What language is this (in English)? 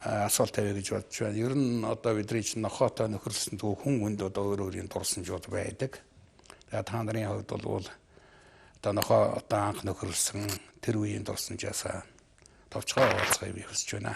Mongolian